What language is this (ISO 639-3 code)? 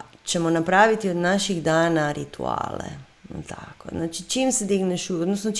hrv